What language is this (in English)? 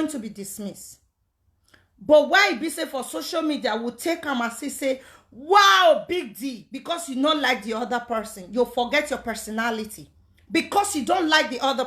Nigerian Pidgin